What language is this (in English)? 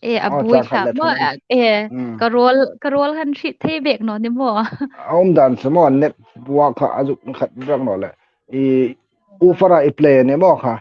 Hmar